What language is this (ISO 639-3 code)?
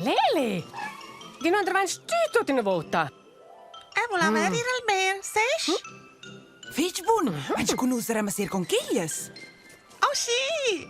roh